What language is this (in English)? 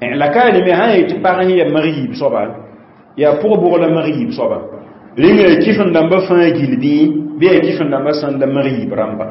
Mossi